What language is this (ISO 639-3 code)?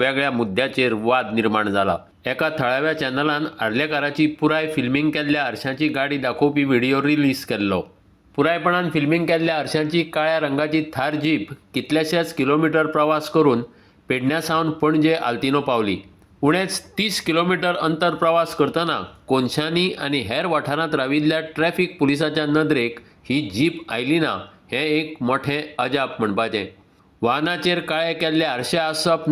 kok